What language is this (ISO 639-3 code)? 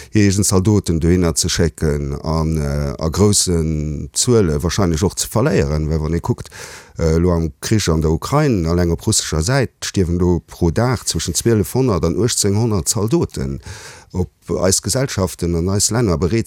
ltz